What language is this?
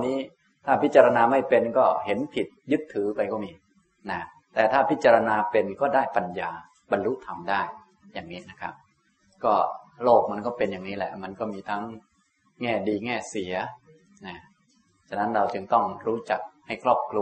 Thai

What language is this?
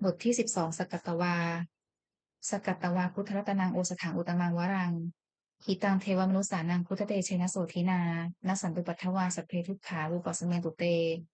Pali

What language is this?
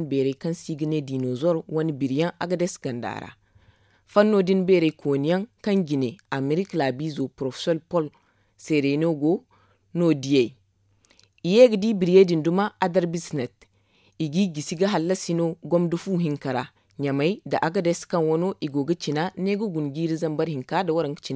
Zarma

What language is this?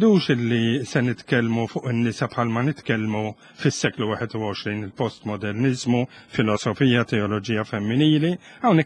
Maltese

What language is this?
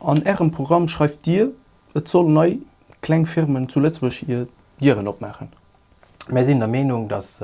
Luxembourgish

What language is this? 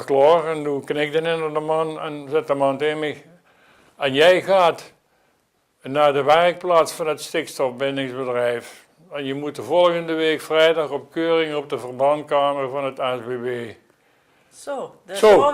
Limburgish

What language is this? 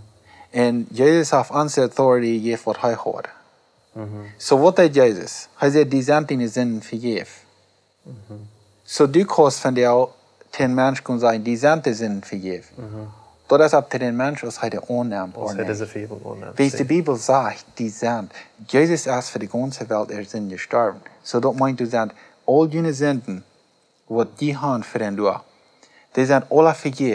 Plautdietsch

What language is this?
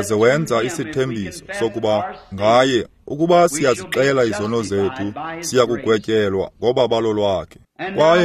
Xhosa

